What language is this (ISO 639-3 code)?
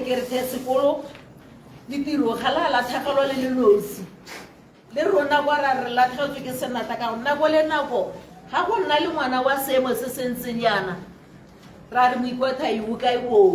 tsn